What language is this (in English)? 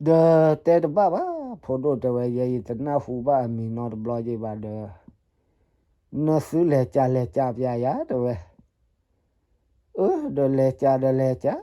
S'gaw Karen